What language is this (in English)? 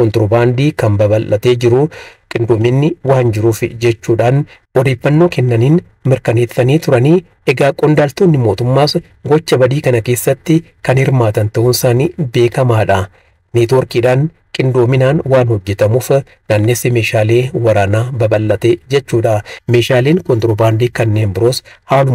Oromo